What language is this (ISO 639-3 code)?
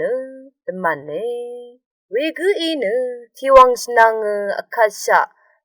raw